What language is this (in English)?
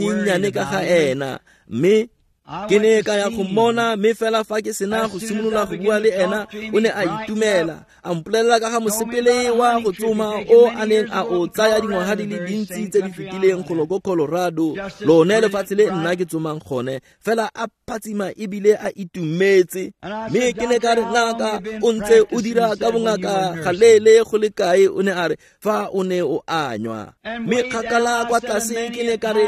Tswana